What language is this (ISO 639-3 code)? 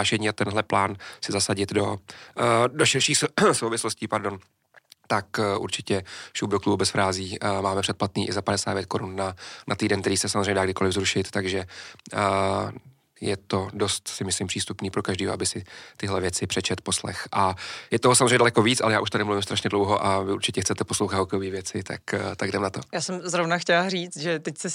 ces